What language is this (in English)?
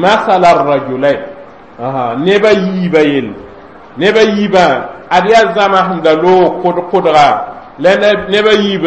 Mossi